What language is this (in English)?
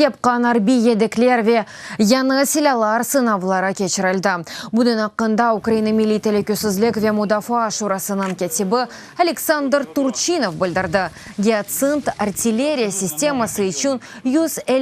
Crimean Tatar